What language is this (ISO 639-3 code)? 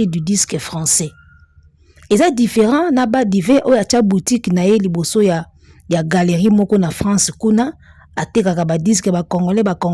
lin